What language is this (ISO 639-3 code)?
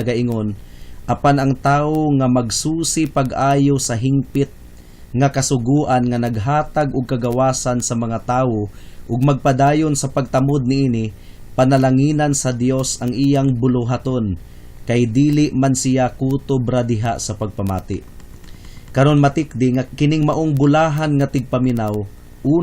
ceb